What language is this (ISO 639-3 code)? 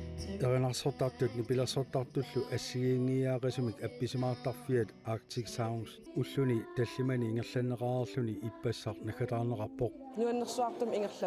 kal